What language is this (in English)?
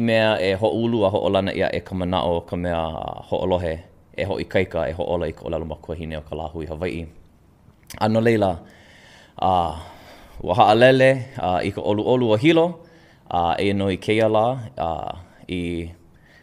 Hawaiian